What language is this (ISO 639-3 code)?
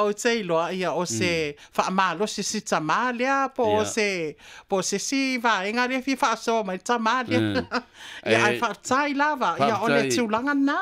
smo